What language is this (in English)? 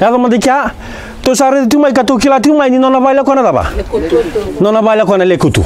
Fijian